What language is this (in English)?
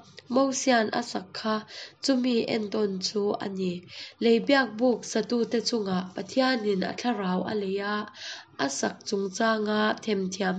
Hakha Chin